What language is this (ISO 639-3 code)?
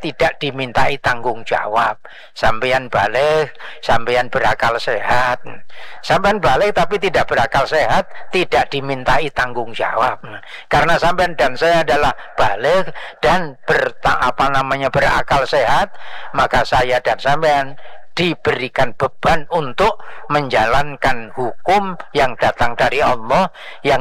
ind